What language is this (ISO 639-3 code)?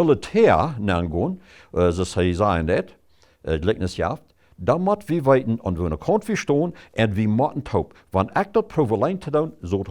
pdt